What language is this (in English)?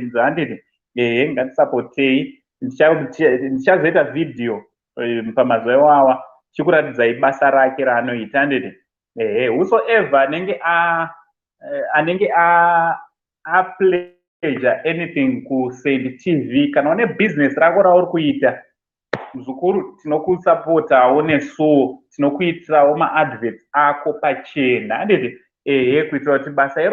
Shona